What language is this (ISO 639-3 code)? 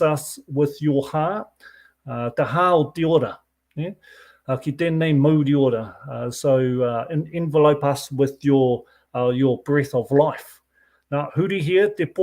mri